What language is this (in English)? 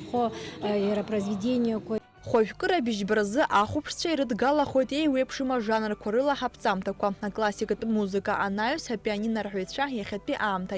Abkhazian